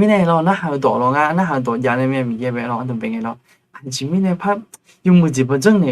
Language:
Akha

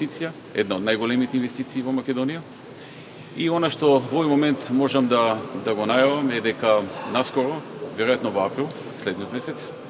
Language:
Macedonian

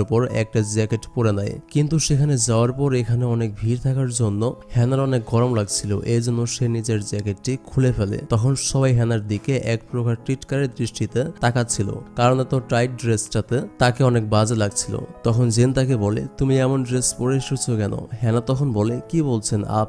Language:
Bangla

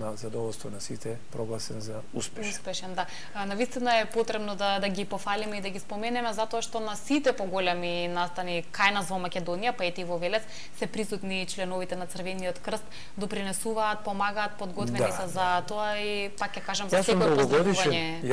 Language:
Macedonian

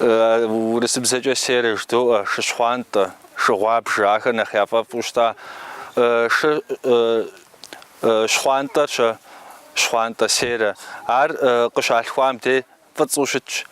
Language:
Kabardian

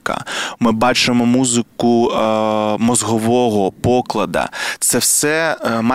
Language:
Ukrainian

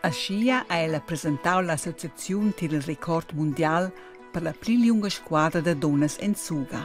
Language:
Romansh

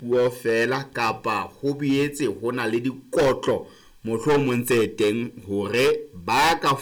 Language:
Southern Sotho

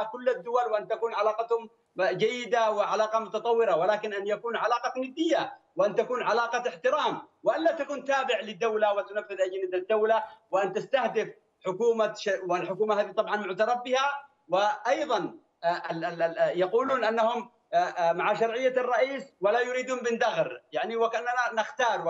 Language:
Arabic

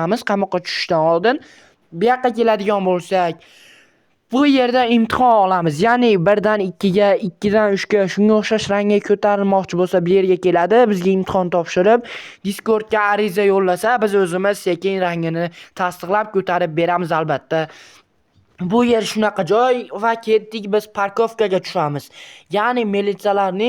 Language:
Uzbek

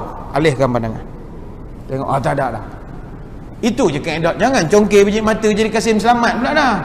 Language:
Malay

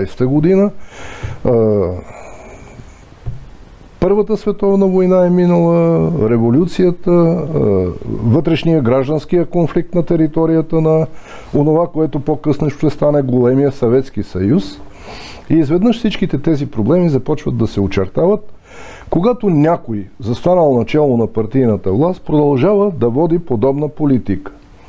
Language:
Bulgarian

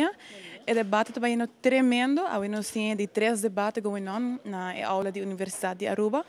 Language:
Papiamento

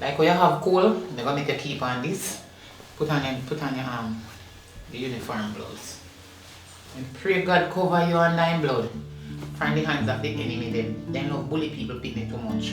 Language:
Jamaican Creole English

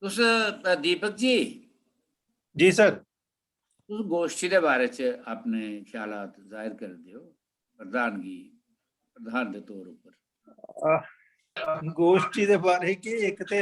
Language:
Dogri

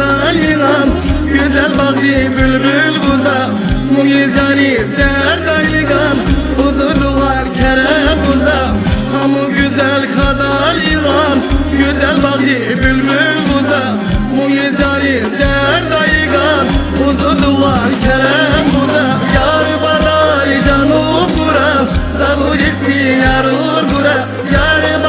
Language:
Tabassaran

